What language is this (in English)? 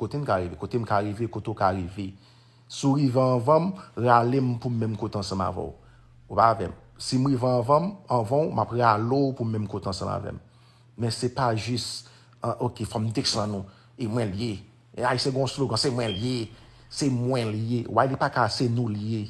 Haitian Creole